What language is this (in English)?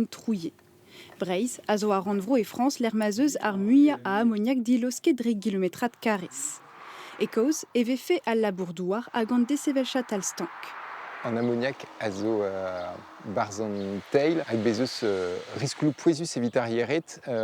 Breton